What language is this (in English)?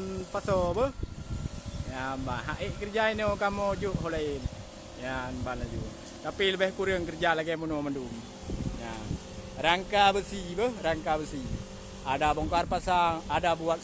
Achinese